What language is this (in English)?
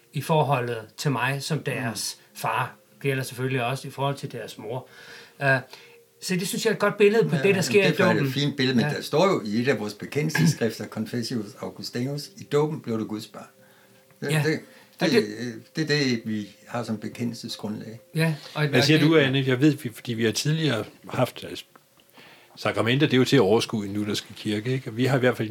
Danish